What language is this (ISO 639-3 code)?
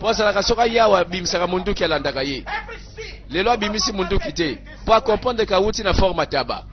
lin